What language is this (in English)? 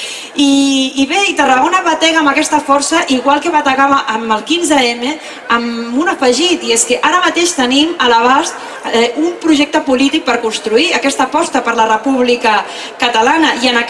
Catalan